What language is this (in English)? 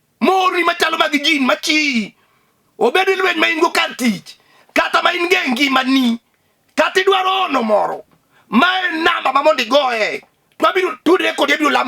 Luo (Kenya and Tanzania)